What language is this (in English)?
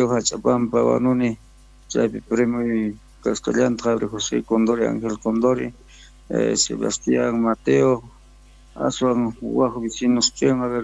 Quechua